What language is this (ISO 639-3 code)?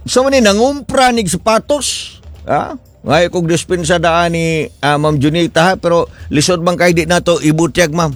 ceb